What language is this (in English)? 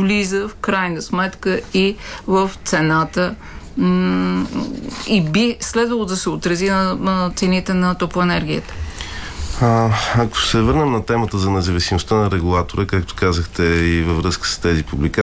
Bulgarian